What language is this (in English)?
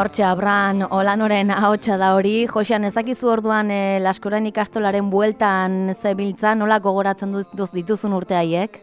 Basque